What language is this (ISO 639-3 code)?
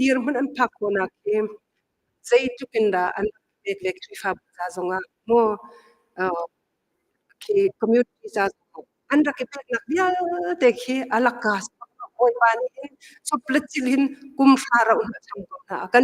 cnh